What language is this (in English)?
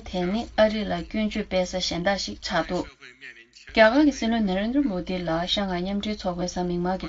Tibetan